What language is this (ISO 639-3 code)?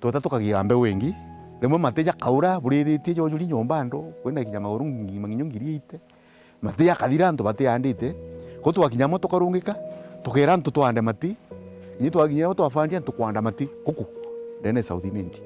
mer